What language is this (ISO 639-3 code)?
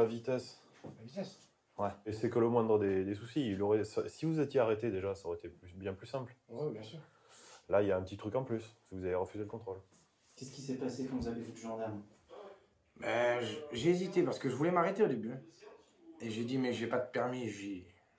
fra